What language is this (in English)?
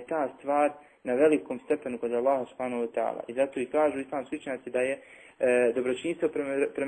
Bosnian